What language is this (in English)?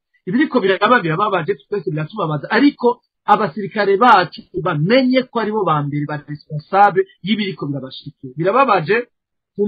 Rundi